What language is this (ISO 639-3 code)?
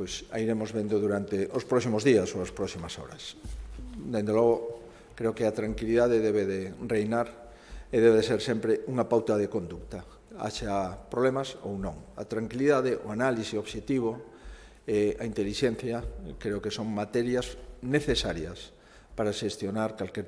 glg